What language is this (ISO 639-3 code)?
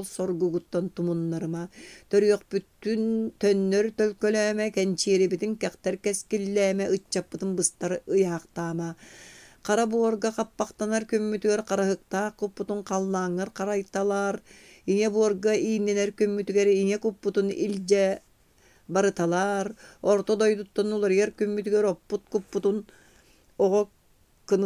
sah